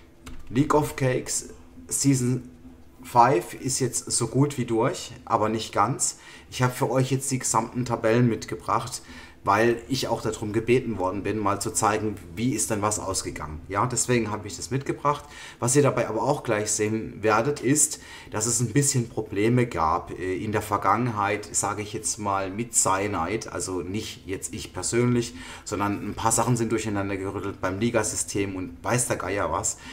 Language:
German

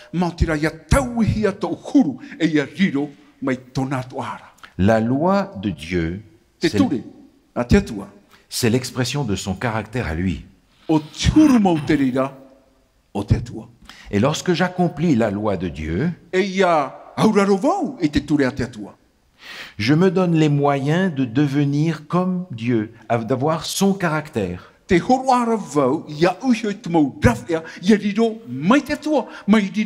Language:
Tahitian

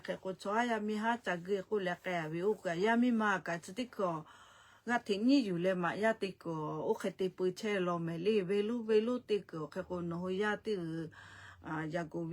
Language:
Lahu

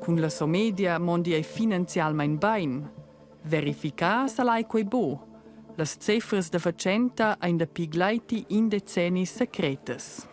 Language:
Romansh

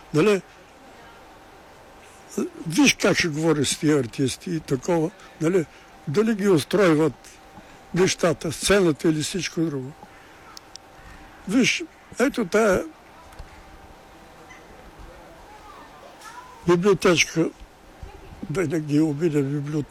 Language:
Bulgarian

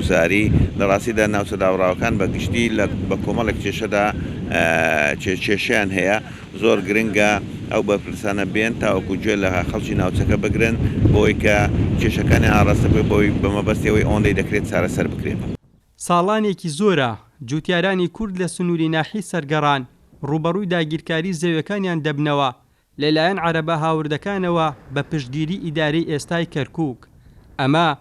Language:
Central Kurdish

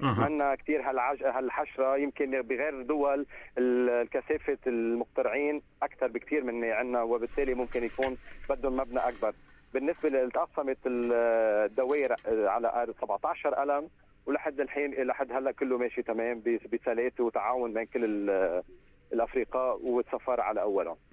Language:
North Levantine Arabic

